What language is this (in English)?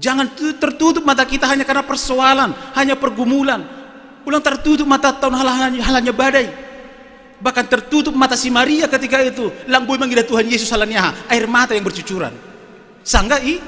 Batak Simalungun